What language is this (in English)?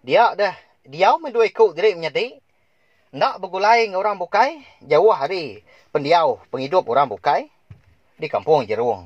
Iban